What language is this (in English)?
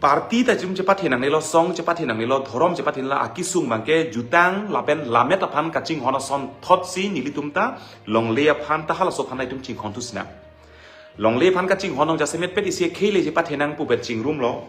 Karbi